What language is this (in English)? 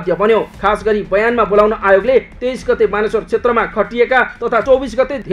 Nepali